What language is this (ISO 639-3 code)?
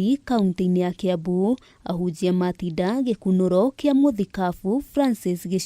kik